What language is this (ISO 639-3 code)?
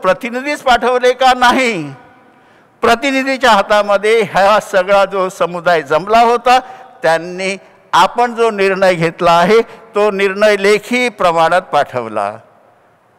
mar